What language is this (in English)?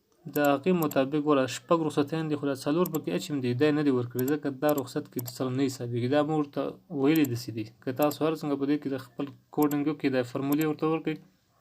Pashto